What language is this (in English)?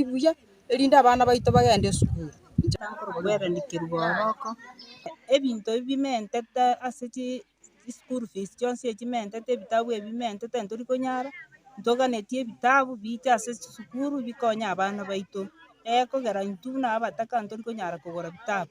Gusii